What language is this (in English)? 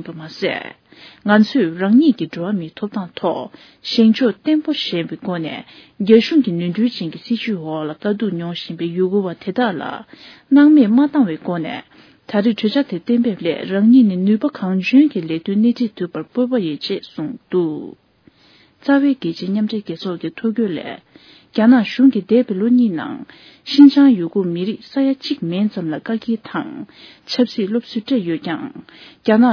Tibetan